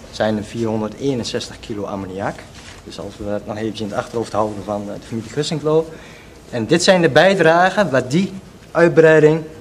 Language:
Dutch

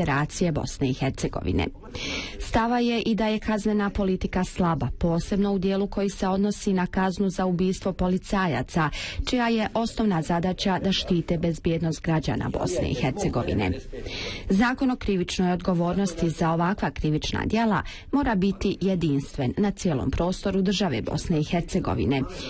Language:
Bosnian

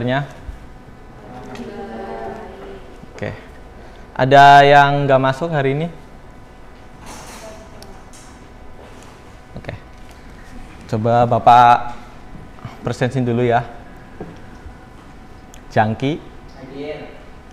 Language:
Indonesian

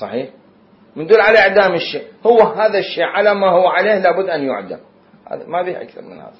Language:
Mesopotamian Arabic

